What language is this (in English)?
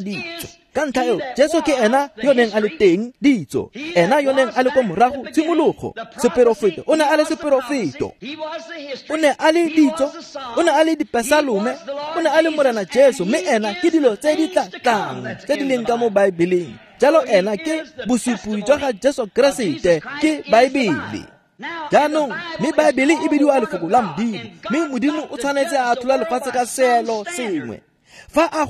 Tswana